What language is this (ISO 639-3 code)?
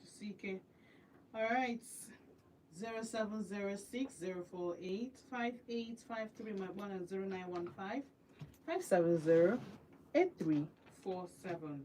ibo